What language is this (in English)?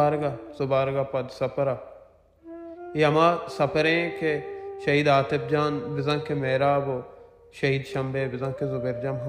Baluchi